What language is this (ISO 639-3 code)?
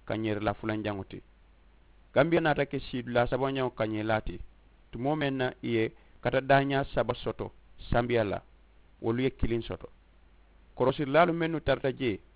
man